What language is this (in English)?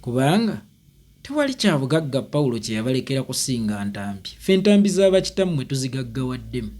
Ganda